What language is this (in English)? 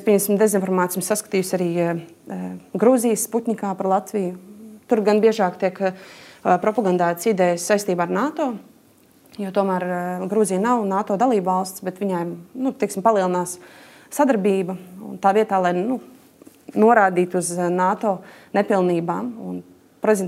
Latvian